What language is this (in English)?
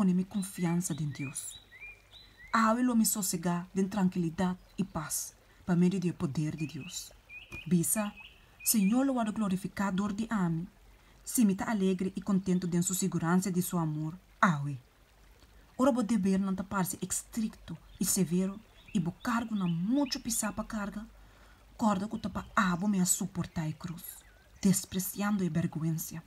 Papiamento